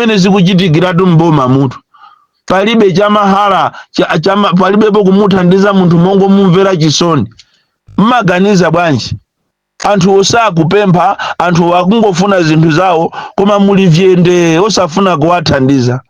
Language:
Nyanja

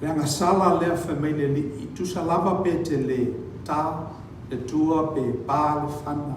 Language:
Samoan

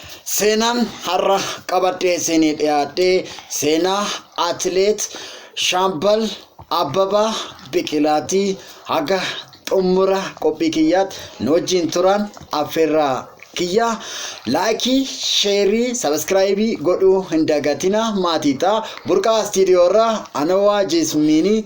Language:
Oromo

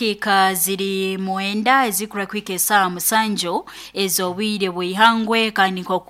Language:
Nyoro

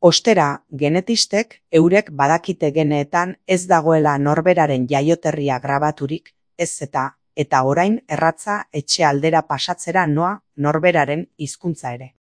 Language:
Basque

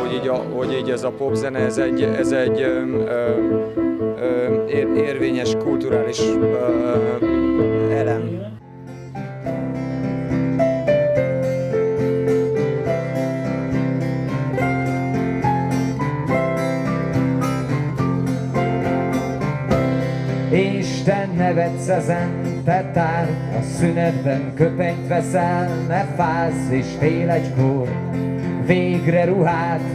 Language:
Hungarian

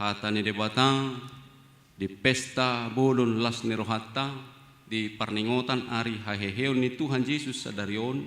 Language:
Batak Toba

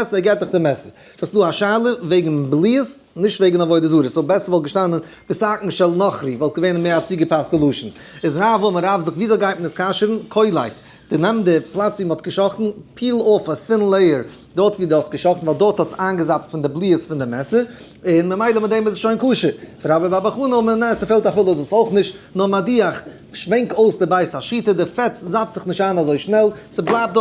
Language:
Yiddish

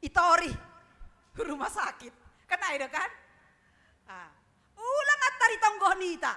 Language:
Batak Simalungun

